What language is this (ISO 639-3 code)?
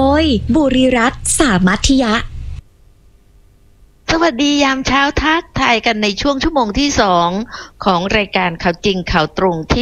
tha